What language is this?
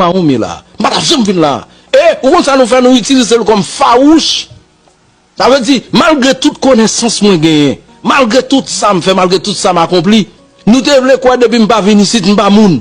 Haitian Creole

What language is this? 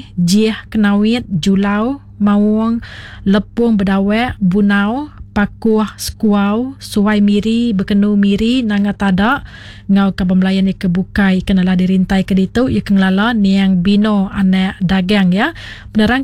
Iban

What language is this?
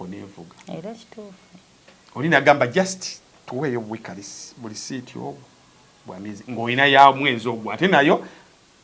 Ganda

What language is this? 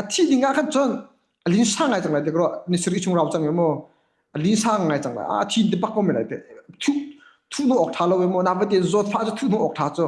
Hakha Chin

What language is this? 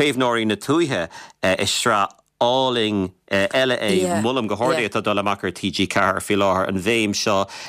Irish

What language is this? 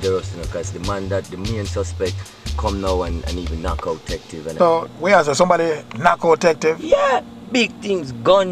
Jamaican Creole English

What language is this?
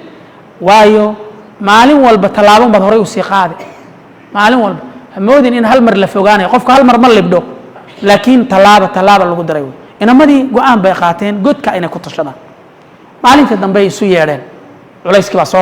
Somali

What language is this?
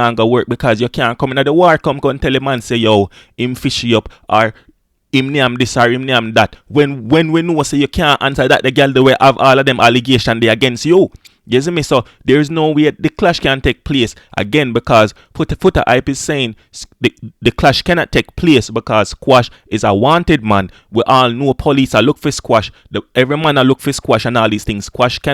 Jamaican Creole English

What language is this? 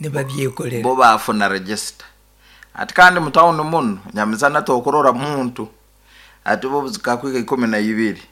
Nyankole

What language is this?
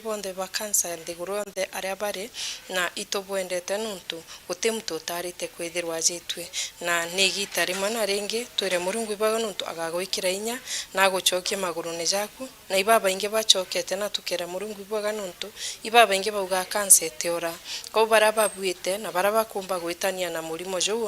Meru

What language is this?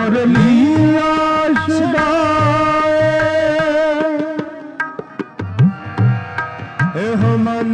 Punjabi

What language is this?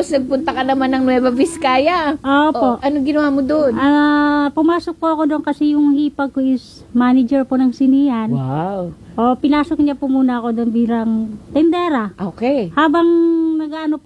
Filipino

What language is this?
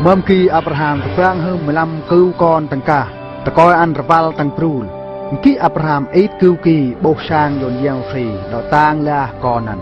Eastern Bru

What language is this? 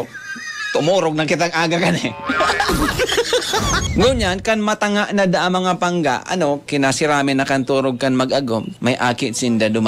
Bikol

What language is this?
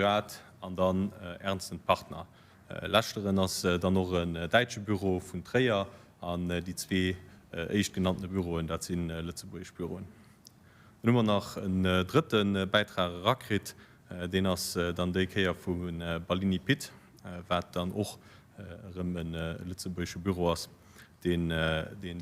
Luxembourgish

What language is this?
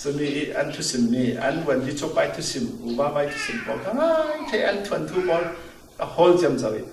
Falam Chin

